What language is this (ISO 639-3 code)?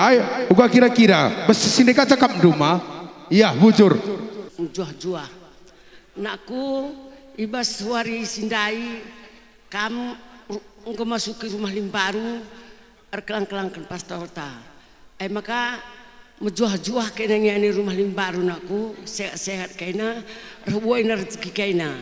btx